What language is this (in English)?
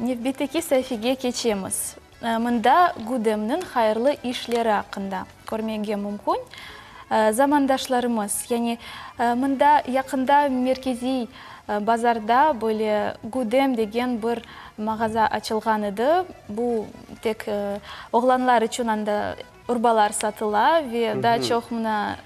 Crimean Tatar